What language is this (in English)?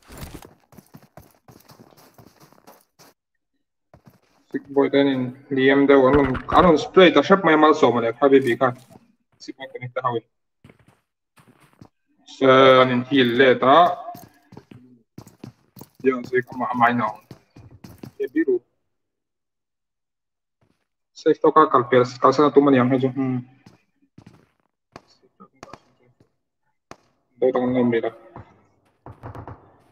Mizo